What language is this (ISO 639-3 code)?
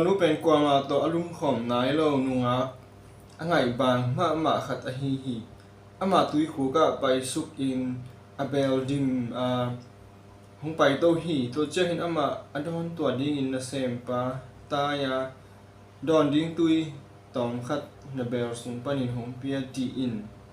ctd